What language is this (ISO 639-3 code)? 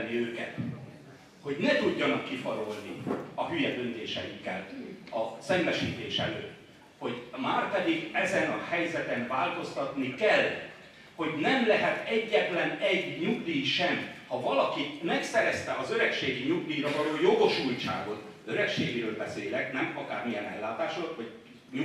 hun